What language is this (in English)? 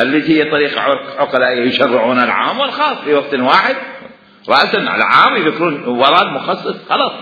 Mesopotamian Arabic